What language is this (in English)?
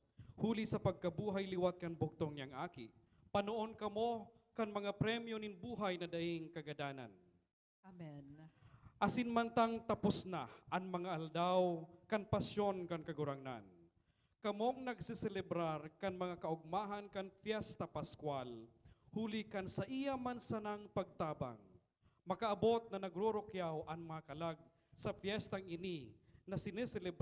Bikol